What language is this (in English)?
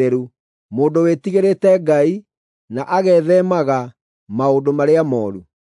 Kikuyu